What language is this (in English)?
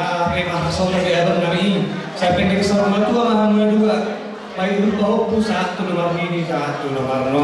Batak Toba